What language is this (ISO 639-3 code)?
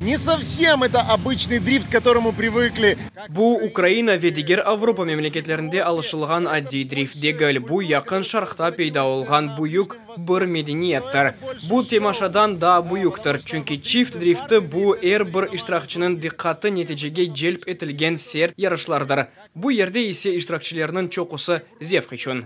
crh